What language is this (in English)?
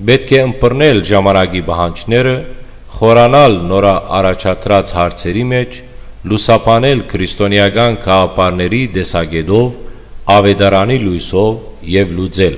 Western Armenian